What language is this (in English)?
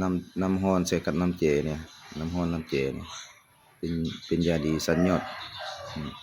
Lao